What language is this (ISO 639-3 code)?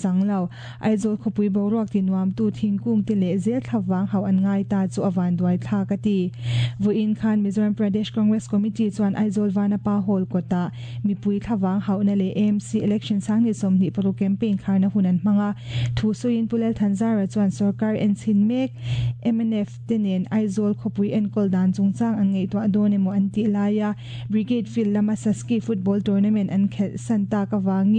lus